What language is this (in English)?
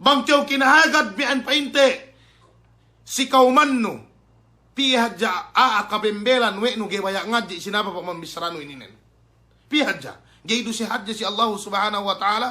Yakan